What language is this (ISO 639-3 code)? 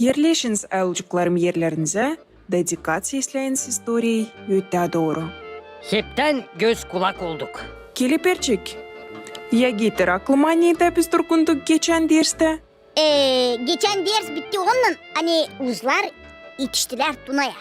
gag